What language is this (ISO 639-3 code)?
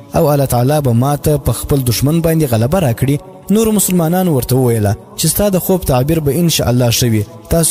pus